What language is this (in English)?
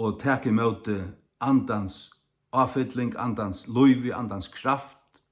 Faroese